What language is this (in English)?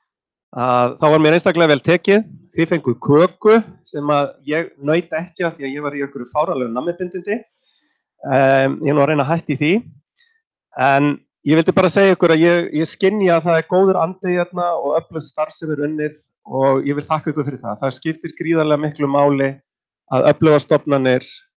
Icelandic